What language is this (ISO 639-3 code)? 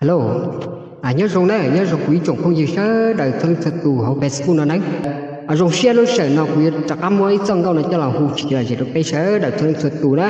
hmn